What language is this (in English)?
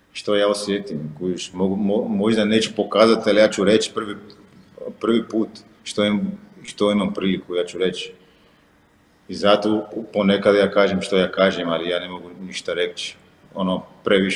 Croatian